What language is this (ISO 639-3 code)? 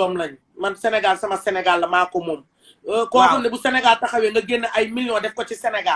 wol